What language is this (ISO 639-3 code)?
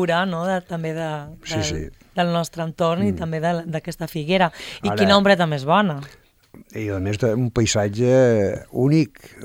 cat